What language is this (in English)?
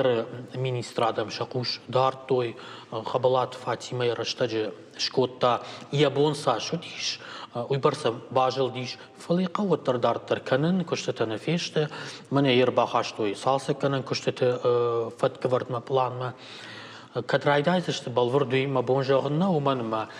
Ossetic